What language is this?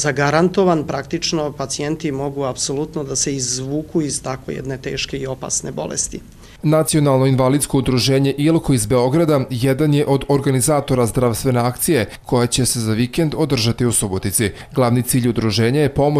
Serbian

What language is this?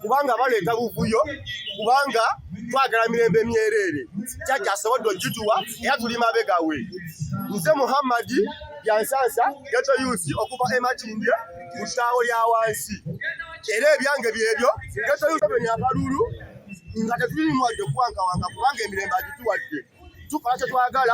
Ganda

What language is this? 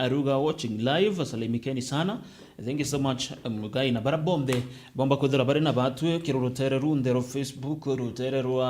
Meru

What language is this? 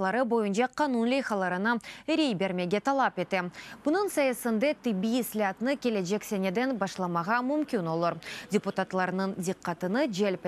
Crimean Tatar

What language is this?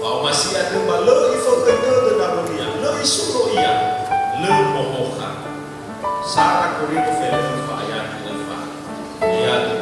Nias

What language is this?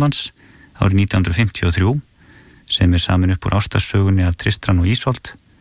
Icelandic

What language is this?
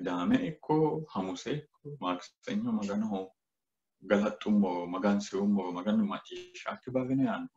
Sidamo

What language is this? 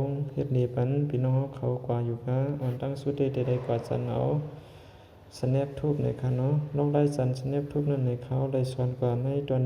Shan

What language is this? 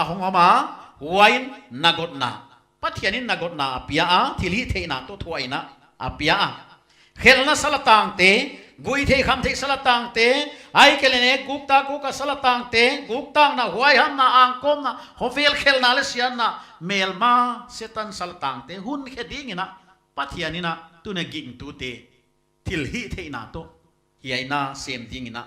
Paite Chin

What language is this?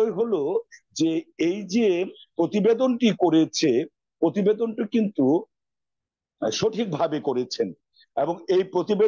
Bangla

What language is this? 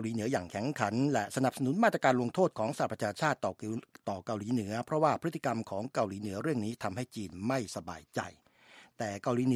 Thai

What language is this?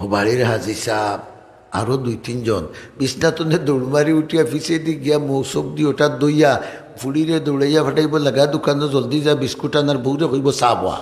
Sylheti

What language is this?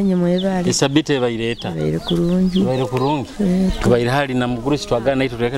Nyoro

